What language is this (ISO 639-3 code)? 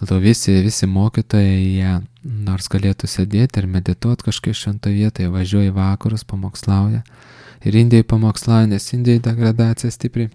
lit